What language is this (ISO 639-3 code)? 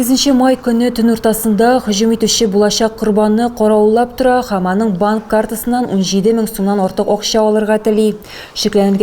tat